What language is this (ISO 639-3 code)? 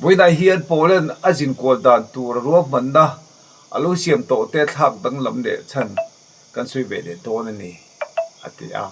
lus